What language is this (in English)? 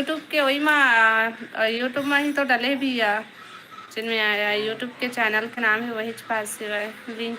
Chhattisgarhi